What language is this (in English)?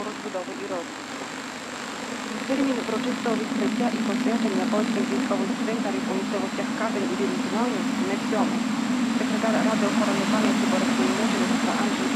Ukrainian